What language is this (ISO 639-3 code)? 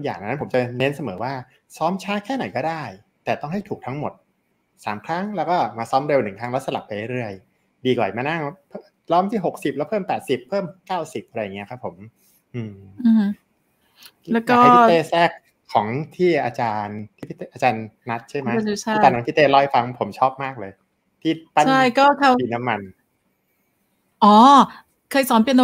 tha